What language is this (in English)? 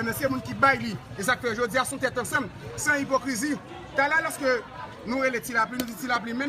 Haitian Creole